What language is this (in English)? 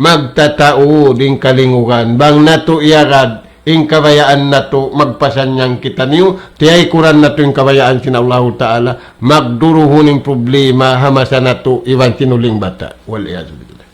Tausug